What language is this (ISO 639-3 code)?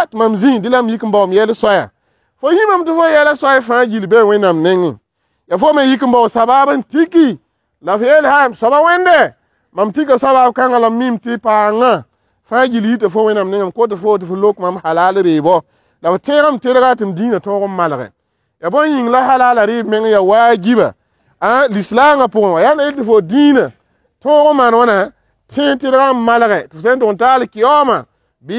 mos